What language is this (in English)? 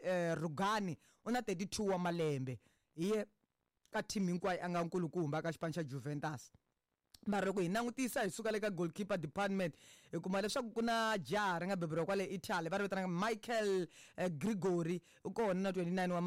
Tsonga